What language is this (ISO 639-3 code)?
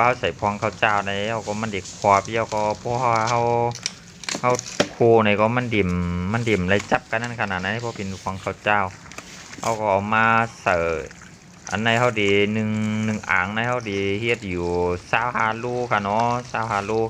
shn